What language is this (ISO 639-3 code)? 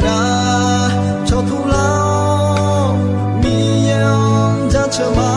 ahk